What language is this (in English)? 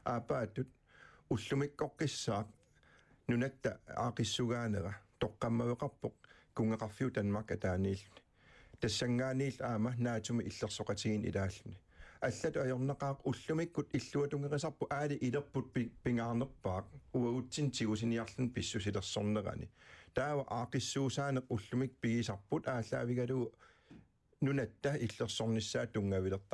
Kalaallisut